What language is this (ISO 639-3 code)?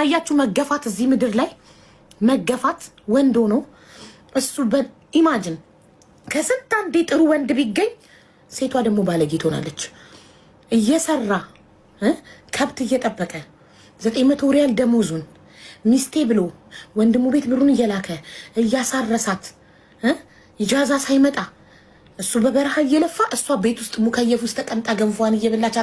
amh